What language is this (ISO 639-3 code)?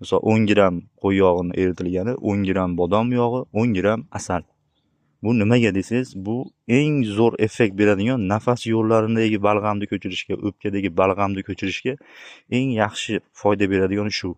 uzb